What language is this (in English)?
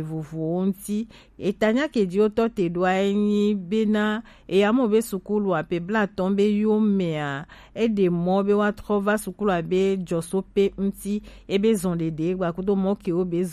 Gen